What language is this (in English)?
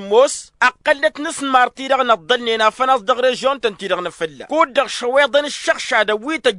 Tamasheq